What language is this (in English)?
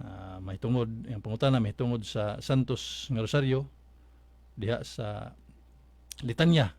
Cebuano